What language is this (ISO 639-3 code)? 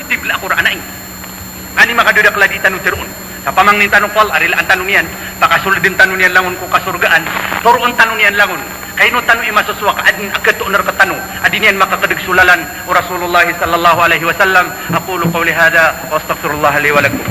mrw